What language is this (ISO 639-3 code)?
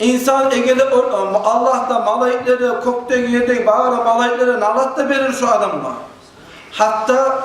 kum